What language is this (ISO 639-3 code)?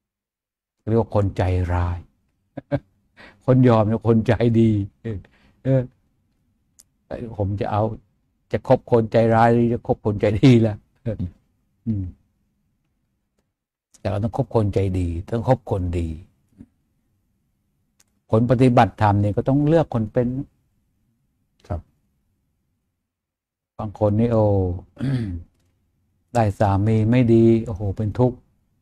tha